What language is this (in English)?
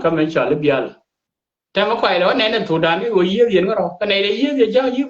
Nuer